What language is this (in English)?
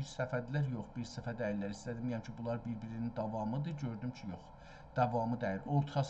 South Azerbaijani